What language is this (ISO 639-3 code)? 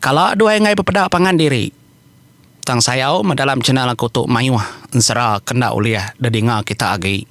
iba